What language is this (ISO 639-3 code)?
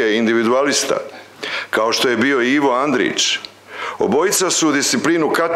hrv